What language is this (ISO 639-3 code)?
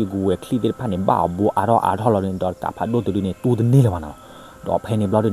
ksw